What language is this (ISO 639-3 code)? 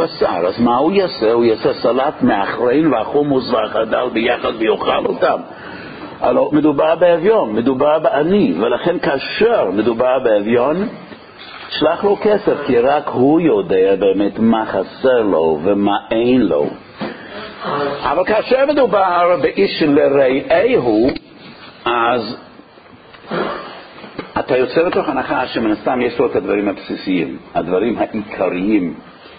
heb